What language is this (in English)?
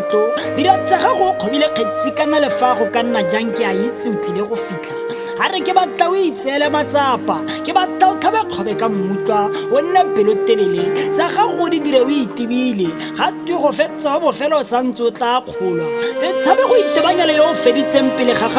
Tswana